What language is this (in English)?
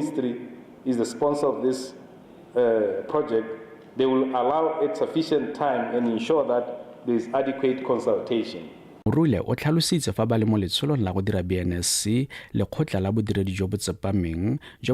Tswana